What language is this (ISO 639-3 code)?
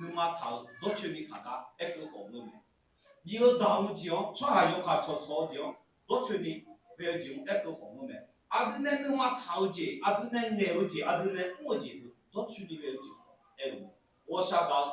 ahk